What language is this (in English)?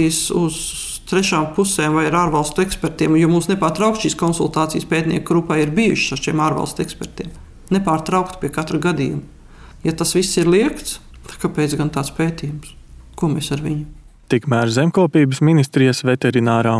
Latvian